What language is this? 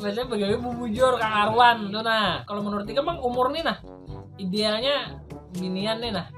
Banjar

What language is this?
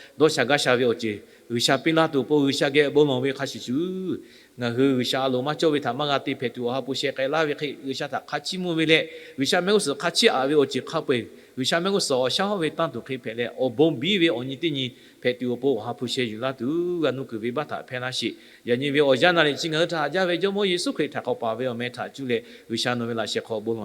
Lahu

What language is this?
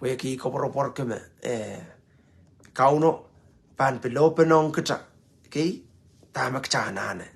Pohnpeian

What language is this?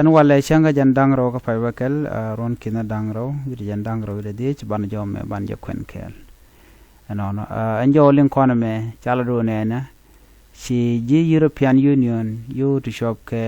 Nuer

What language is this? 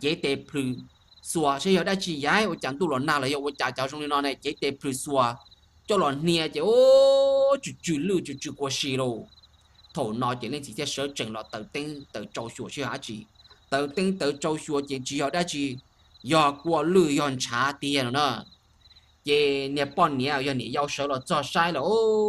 Hmong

